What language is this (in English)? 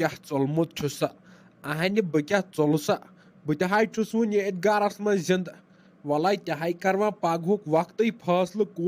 Kashmiri